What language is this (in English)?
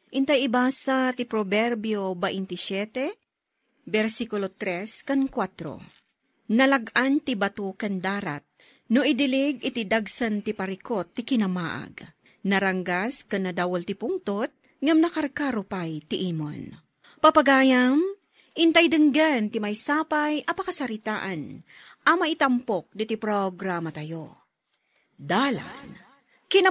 Iloko